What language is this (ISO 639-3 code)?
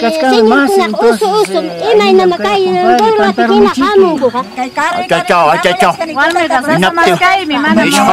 quy